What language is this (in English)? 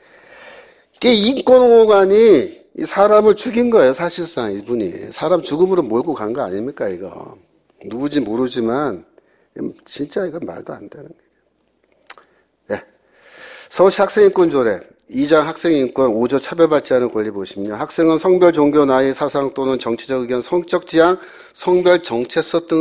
Korean